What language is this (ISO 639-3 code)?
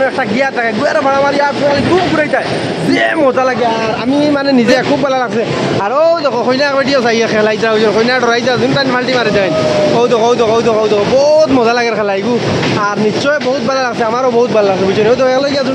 syl